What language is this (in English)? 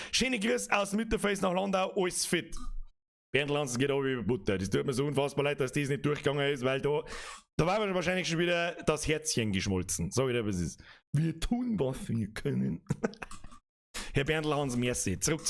Bavarian